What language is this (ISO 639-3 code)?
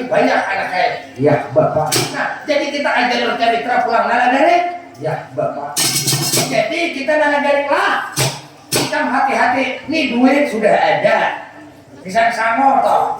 bjn